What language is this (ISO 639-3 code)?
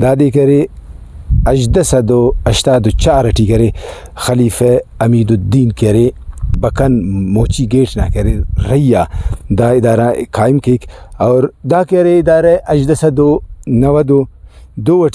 brh